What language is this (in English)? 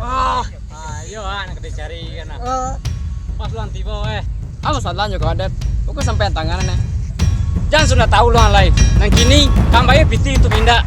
Minangkabau